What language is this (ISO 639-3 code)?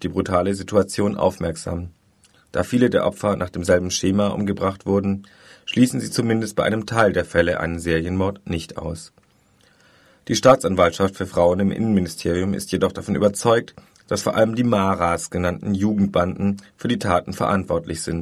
deu